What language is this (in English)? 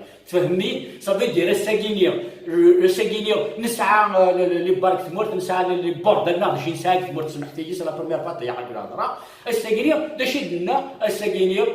Kabyle